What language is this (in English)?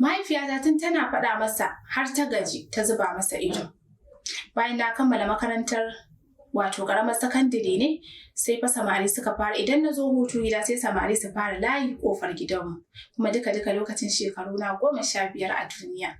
Hausa